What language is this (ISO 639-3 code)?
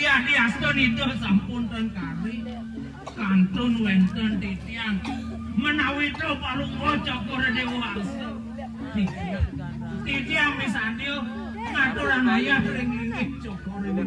ban